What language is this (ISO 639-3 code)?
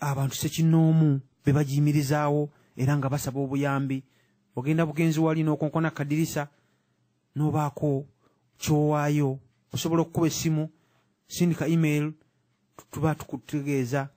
lug